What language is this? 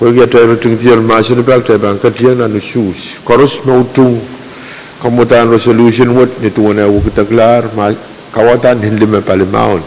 Pohnpeian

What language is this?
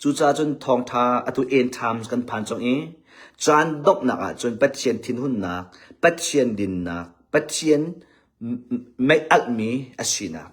Hakha Chin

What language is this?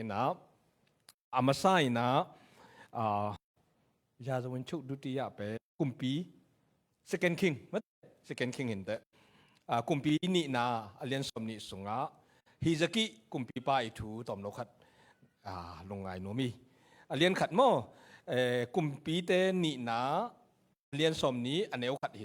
Tedim Chin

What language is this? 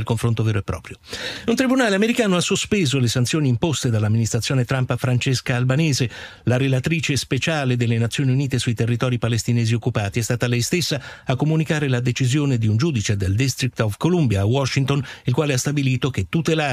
Italian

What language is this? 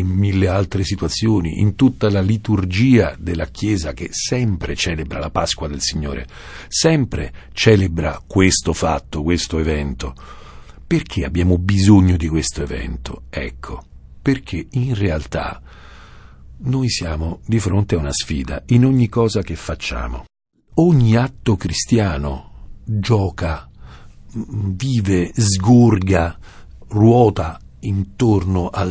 Italian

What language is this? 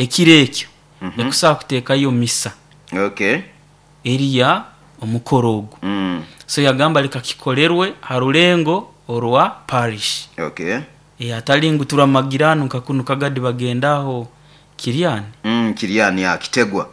Nyoro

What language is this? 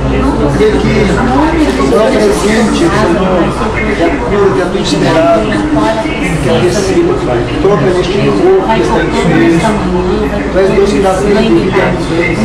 Portuguese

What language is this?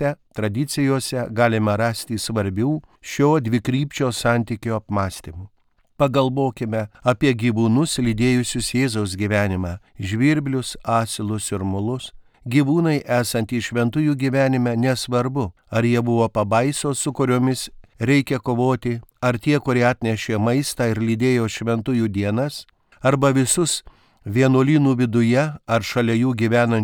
Lithuanian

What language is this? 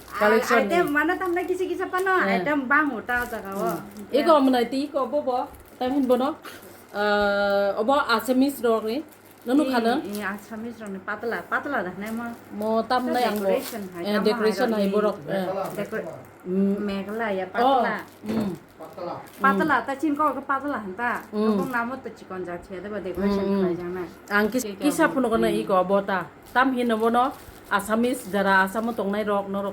Kok Borok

